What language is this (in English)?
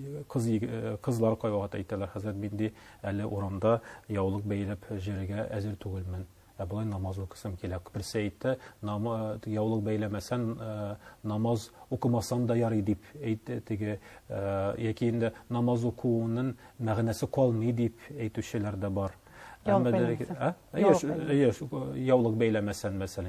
Tatar